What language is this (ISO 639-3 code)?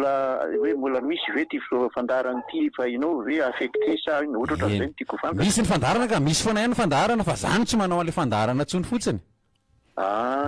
mlg